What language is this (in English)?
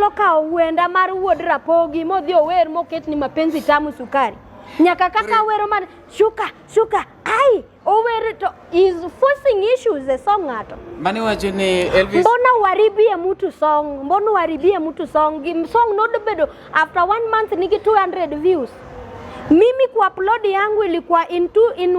Luo (Kenya and Tanzania)